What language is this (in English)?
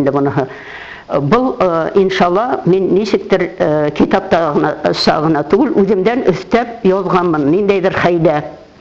Bashkir